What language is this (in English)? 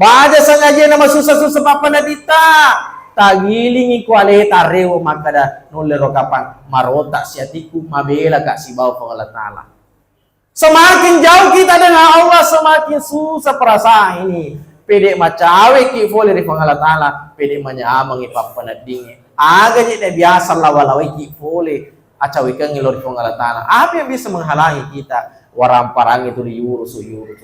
Buginese